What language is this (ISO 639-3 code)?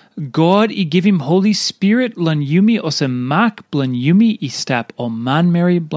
tpi